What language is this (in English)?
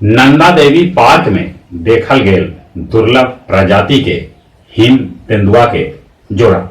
Magahi